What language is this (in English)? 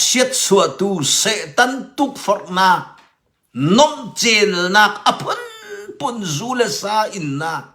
Hakha Chin